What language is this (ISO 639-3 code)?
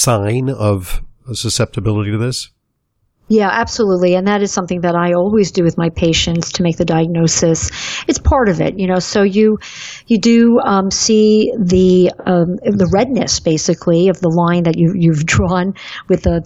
eng